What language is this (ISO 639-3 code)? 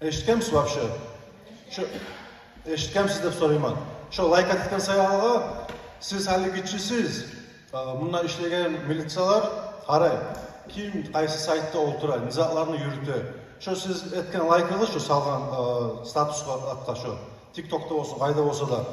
kum